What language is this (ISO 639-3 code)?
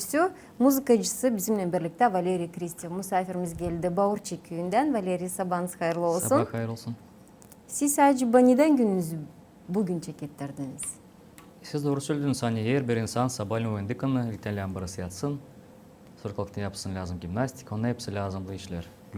gag